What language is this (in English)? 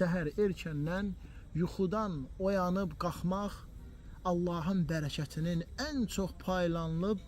Azerbaijani